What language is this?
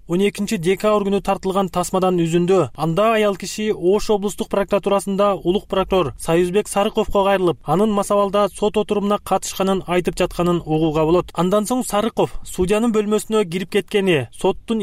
Kyrgyz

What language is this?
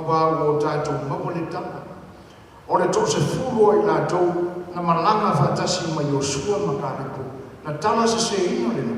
Samoan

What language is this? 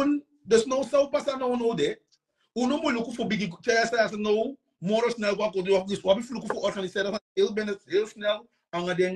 Sranan Tongo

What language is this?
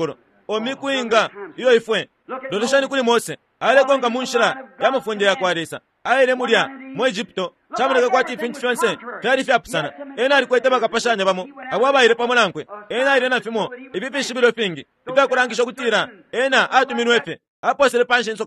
Bemba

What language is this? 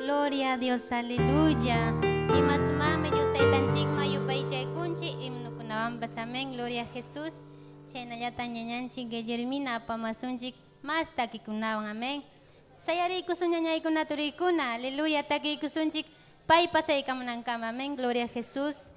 Ayacucho Quechua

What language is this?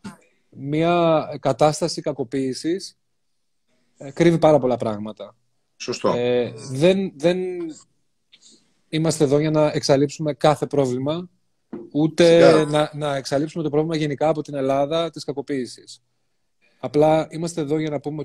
Greek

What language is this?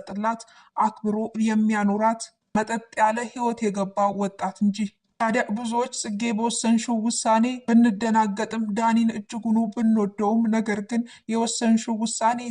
Amharic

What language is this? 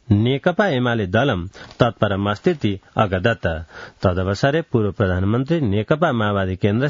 Sanskrit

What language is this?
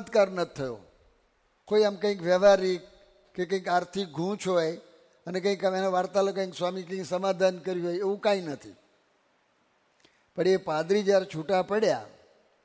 Gujarati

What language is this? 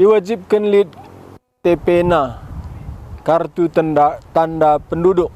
Batak Karo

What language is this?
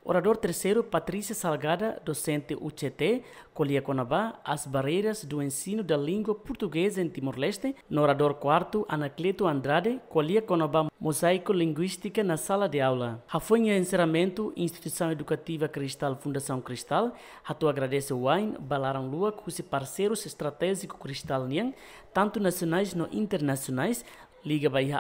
Tetum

